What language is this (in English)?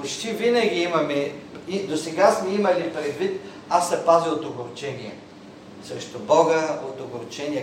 Bulgarian